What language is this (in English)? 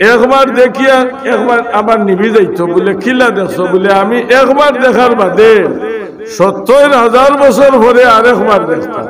Sylheti